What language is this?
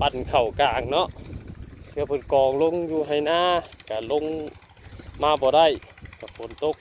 Northeastern Thai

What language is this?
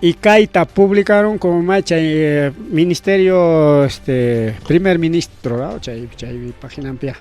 Ayacucho Quechua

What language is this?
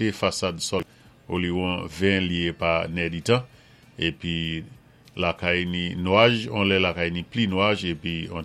Saint Lucian Creole French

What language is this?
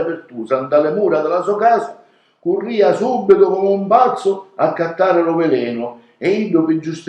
Sicilian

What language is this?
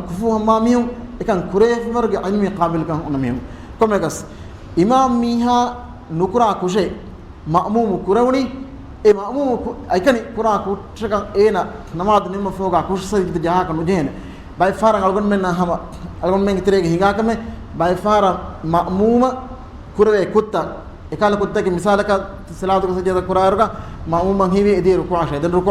Divehi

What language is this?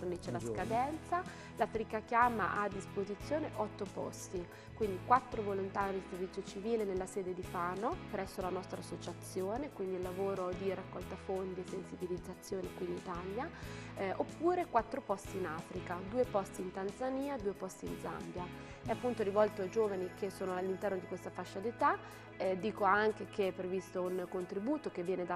Italian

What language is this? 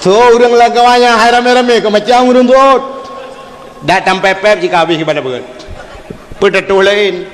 Achinese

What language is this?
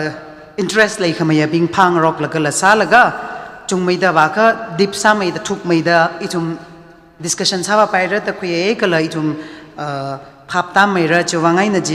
Tangkhul Naga (India)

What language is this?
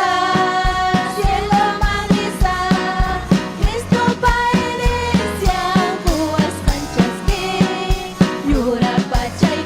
Ayacucho Quechua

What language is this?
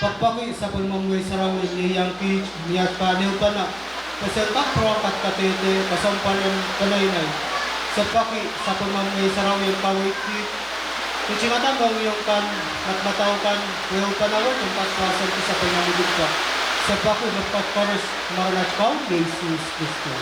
Pohnpeian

